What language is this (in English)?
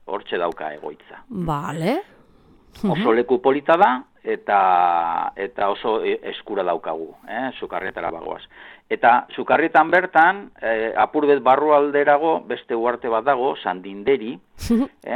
Basque